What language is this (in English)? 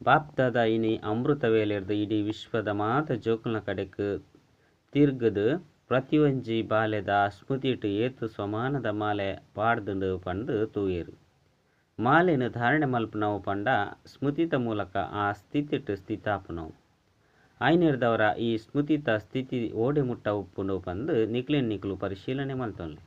Tulu